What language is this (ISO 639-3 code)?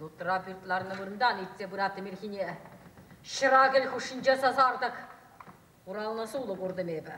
chv